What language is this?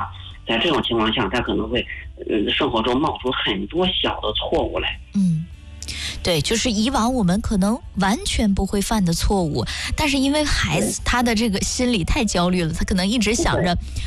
Chinese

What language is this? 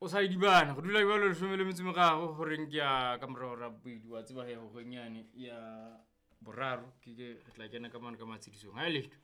Southern Sotho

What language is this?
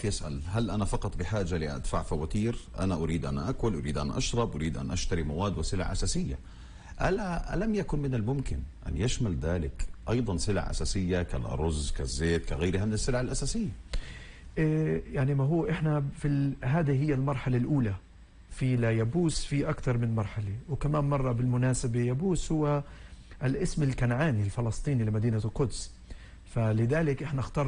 North Levantine Arabic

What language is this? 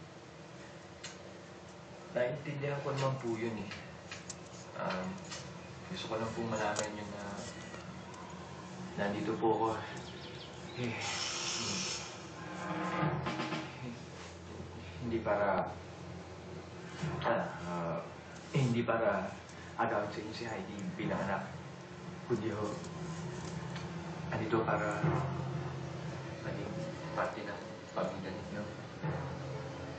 Filipino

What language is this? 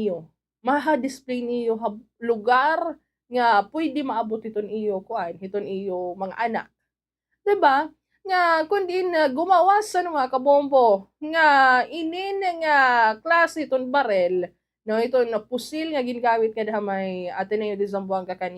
Waray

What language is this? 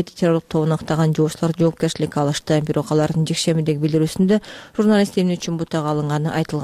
Kyrgyz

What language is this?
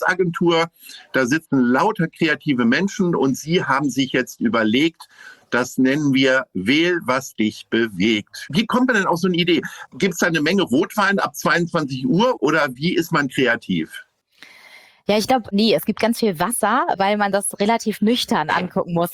German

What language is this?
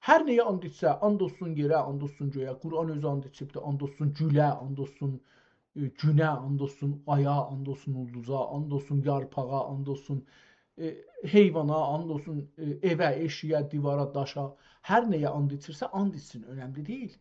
South Azerbaijani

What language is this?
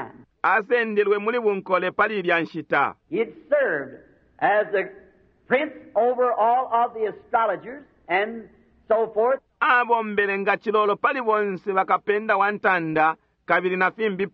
Bemba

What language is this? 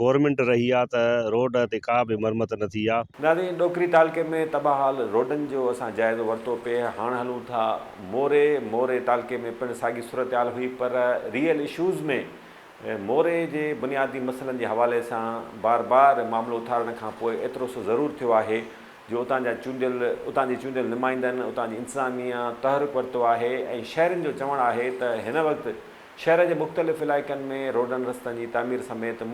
Sindhi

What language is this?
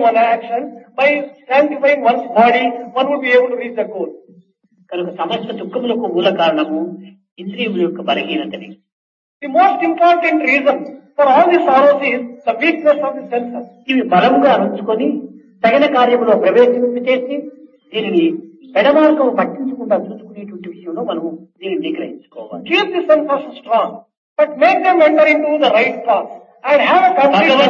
Telugu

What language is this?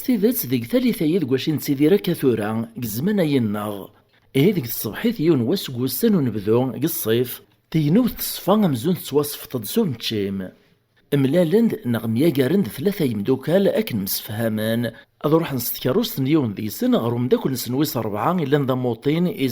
Kabyle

